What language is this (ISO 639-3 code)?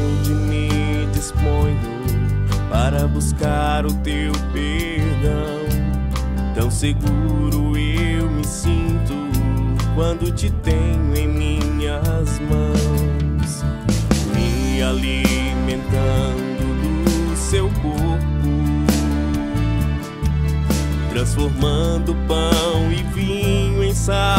por